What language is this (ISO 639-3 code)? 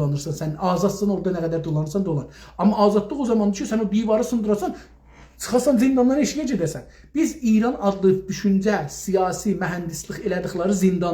azb